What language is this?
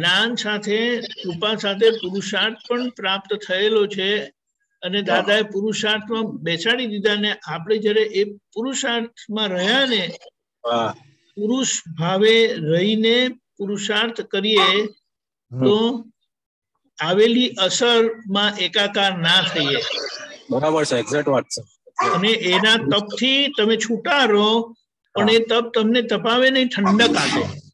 Gujarati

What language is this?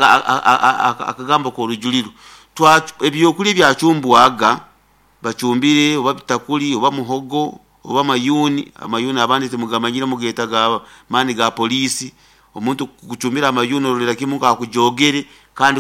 Nyoro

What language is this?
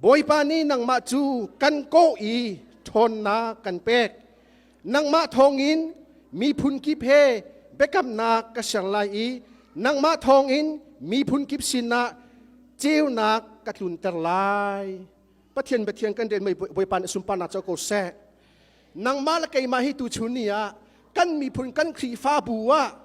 Hakha Chin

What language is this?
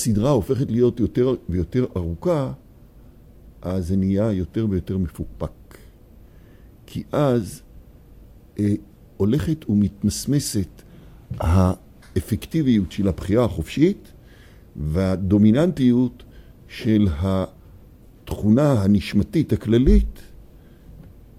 Hebrew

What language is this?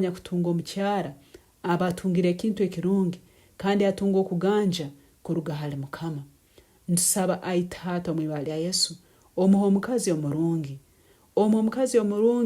Nyankole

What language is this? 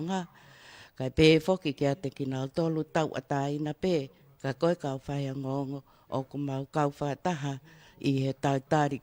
Tongan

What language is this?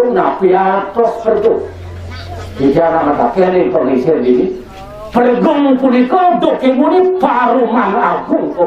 Balinese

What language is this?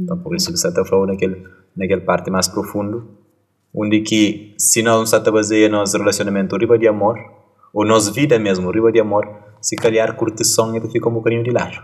Kabuverdianu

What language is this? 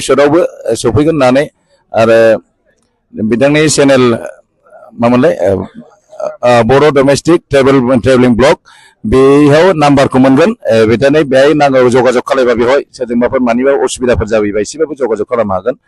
Bodo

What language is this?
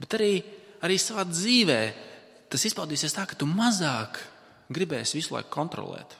Latvian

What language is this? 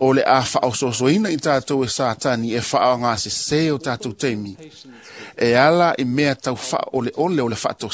Samoan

